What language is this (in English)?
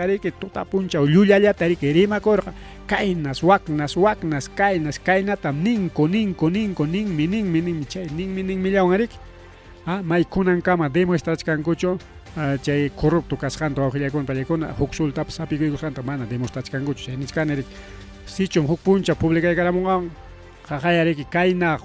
Ayacucho Quechua